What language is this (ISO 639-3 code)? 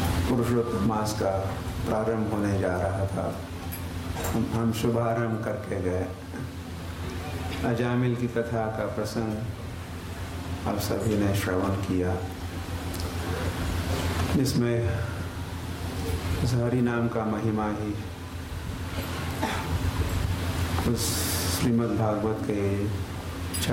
hin